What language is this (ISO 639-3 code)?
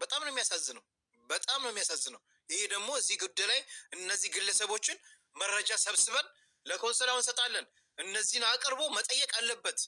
amh